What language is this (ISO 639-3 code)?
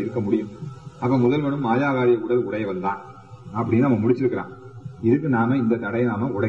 tam